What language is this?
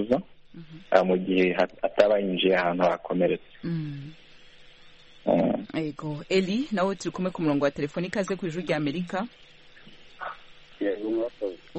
Kinyarwanda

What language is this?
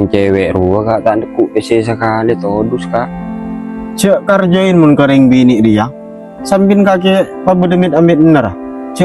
Madurese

